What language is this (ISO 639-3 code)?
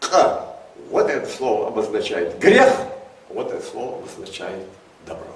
inh